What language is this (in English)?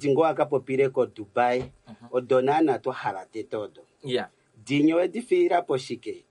Kuanyama